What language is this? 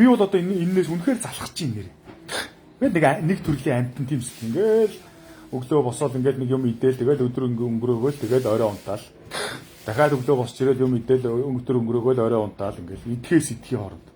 Mongolian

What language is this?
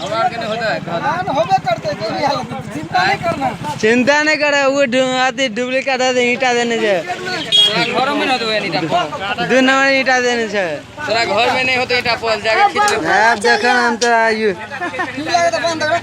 Maithili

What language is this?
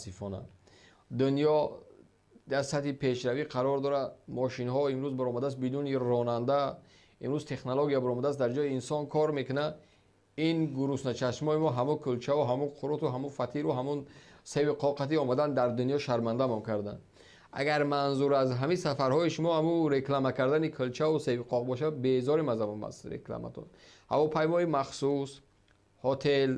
Tajik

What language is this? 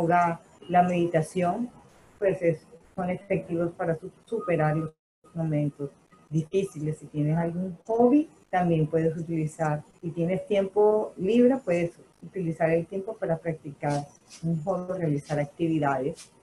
Spanish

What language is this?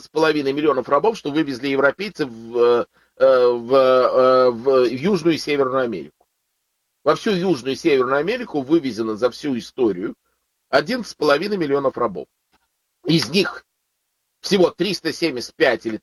Russian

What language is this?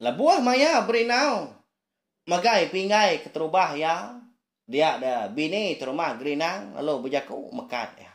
Iban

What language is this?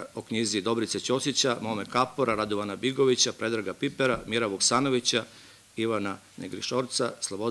Serbian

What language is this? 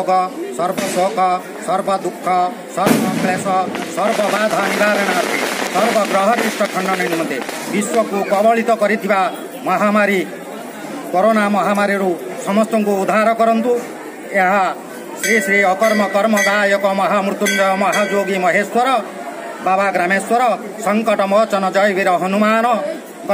Odia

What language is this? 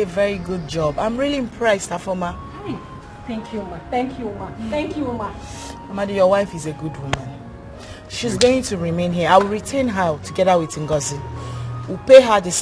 Nigerian Pidgin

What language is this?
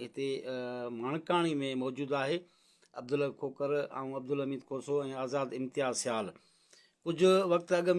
Sindhi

